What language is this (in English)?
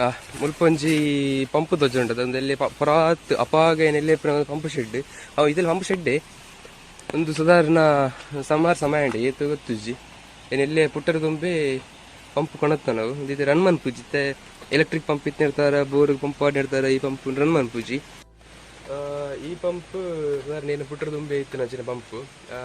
Tulu